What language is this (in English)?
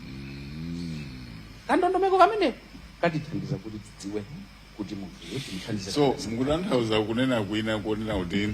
Nyanja